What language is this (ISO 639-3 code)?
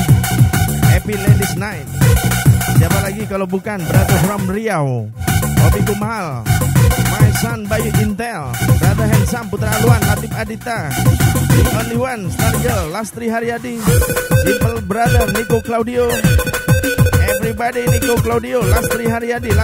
ind